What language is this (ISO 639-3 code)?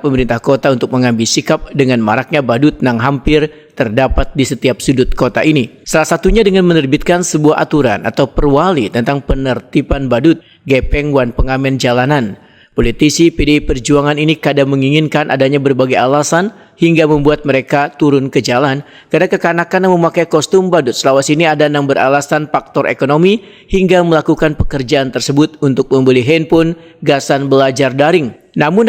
bjn